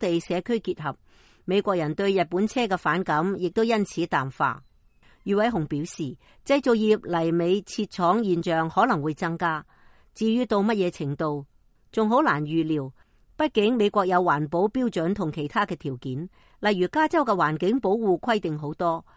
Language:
Cantonese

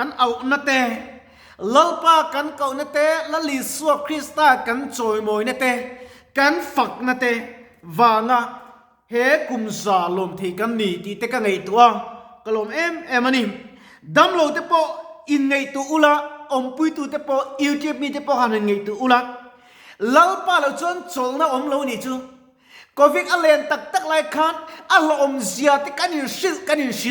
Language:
Mizo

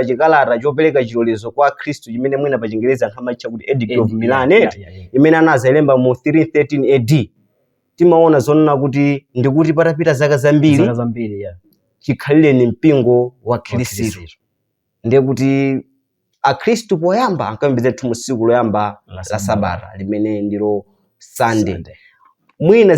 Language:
Nyanja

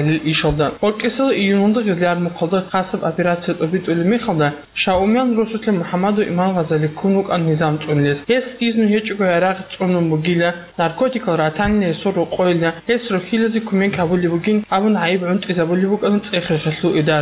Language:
Avaric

